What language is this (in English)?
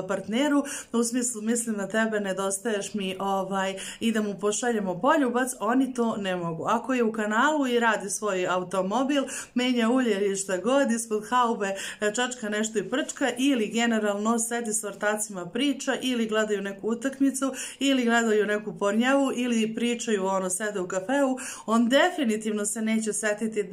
Serbian